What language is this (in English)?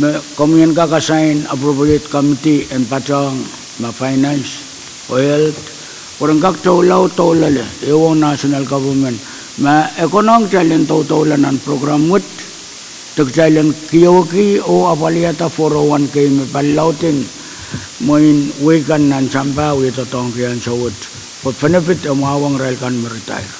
Pohnpeian